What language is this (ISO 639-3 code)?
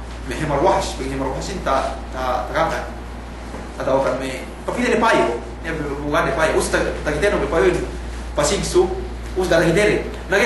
yka